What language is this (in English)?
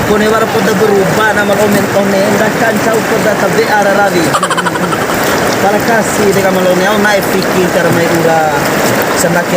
Bima